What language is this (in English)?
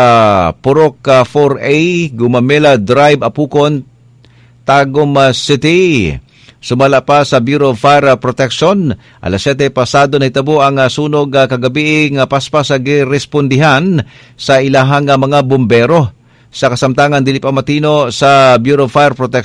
Cebuano